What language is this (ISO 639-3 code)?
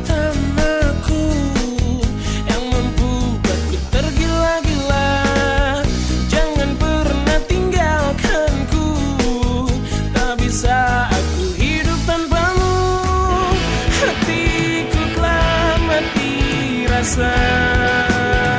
ind